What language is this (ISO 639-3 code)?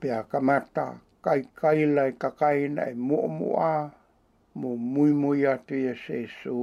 ton